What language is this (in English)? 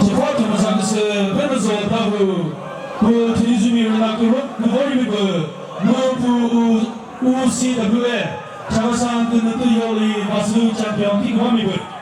Chokri Naga